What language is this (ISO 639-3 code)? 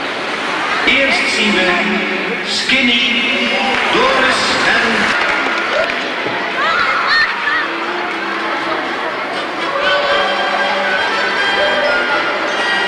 nld